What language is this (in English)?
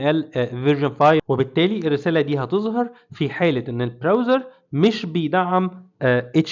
Egyptian Arabic